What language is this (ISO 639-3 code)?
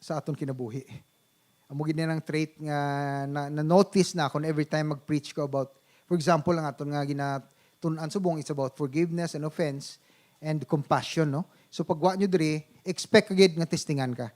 hil